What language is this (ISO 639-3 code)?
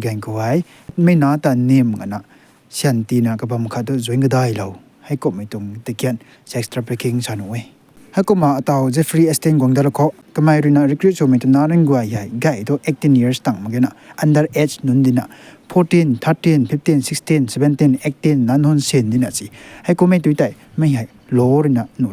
nbu